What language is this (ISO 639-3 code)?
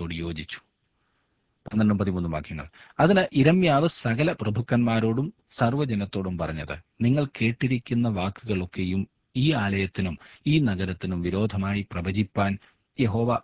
mal